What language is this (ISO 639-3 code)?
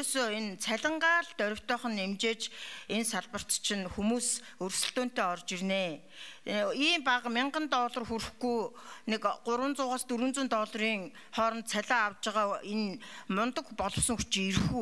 mon